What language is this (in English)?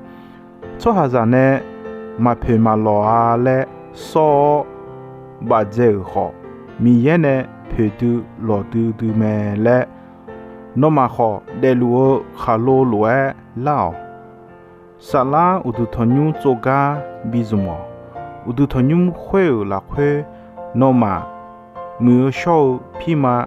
Akha